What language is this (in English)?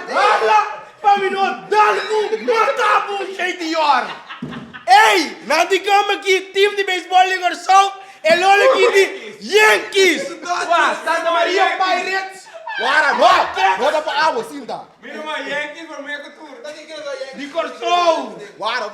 Papiamento